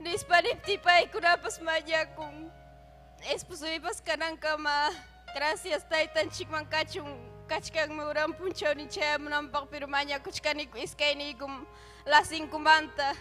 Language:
Ayacucho Quechua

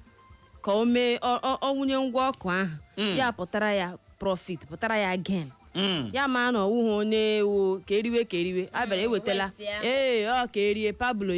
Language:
Igbo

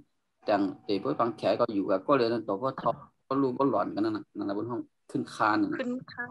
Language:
Shan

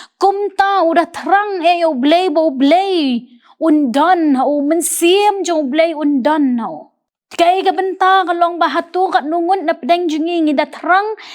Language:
Khasi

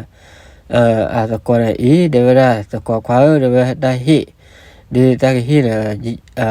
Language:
S'gaw Karen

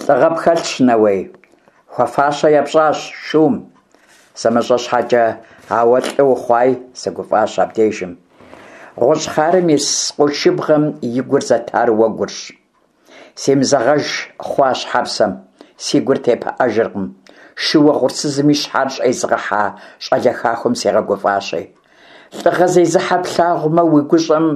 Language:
Kabardian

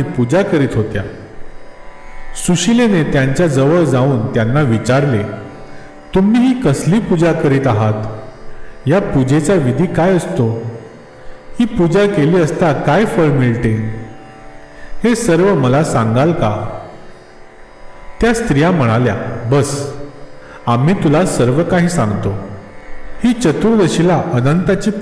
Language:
Marathi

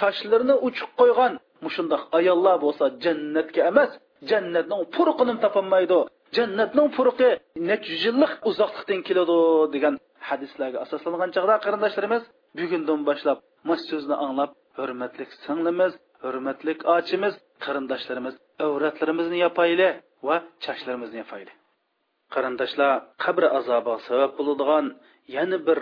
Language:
Uyghur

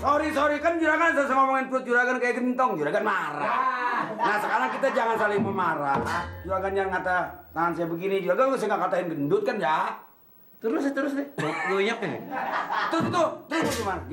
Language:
Betawi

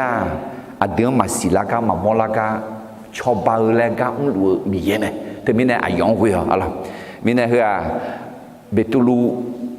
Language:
Akha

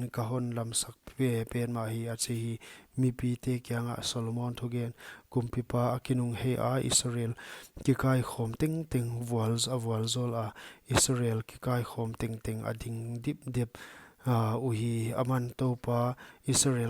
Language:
Paite Chin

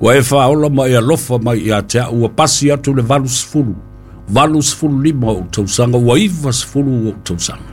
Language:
Samoan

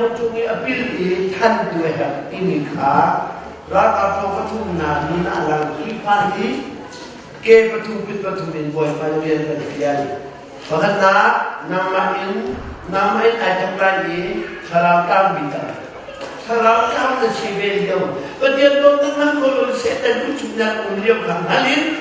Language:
Hakha Chin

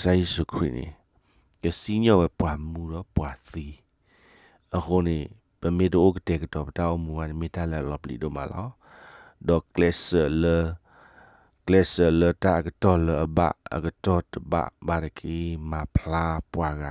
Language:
S'gaw Karen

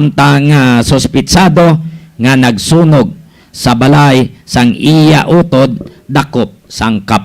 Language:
Hiligaynon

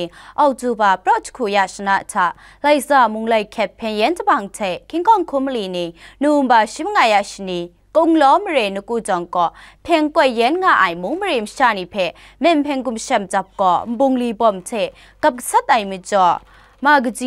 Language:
Kachin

